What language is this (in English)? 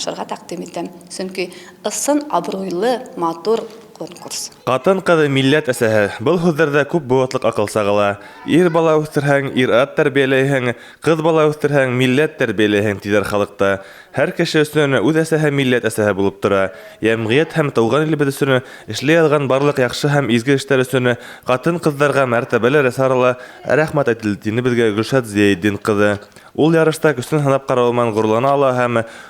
Bashkir